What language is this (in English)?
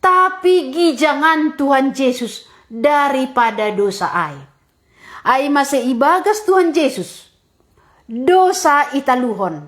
Batak Simalungun